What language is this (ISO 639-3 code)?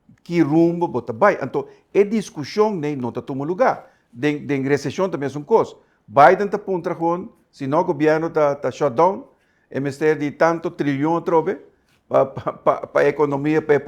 pap